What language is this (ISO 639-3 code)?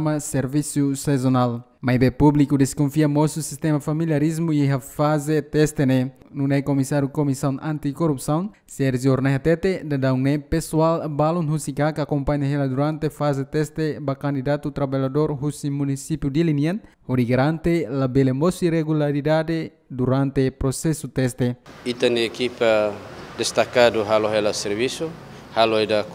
tet